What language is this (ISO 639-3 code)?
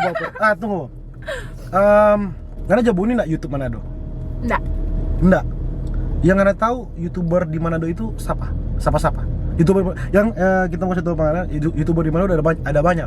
xmm